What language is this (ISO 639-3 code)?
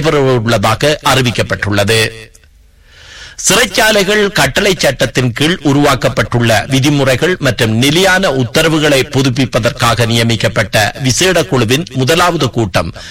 tam